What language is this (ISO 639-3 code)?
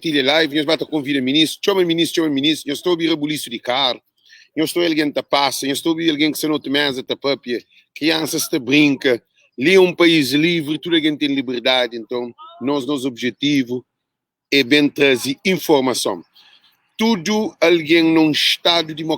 kea